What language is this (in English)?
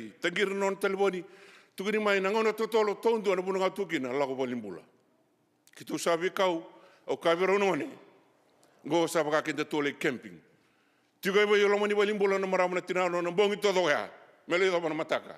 Fijian